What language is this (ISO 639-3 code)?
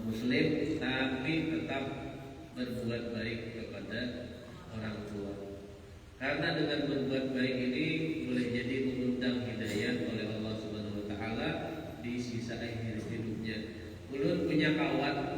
bjn